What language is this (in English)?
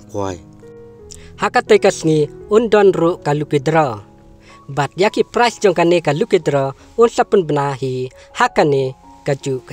Khasi